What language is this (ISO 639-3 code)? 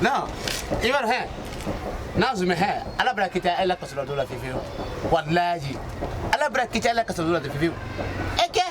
bam